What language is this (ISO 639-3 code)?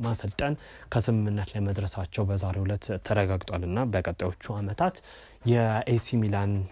amh